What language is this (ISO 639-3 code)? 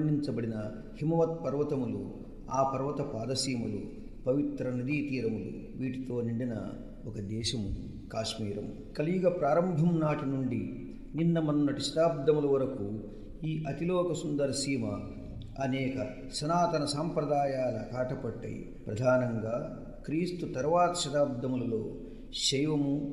tel